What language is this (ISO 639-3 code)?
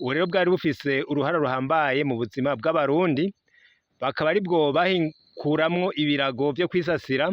run